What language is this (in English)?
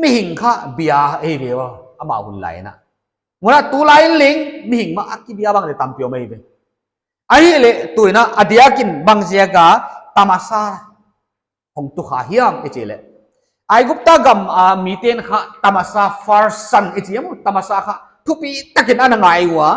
Paite Chin